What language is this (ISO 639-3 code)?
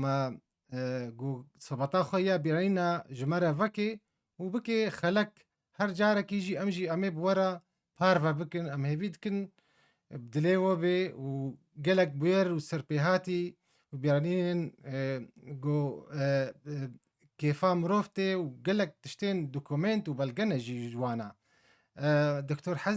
kur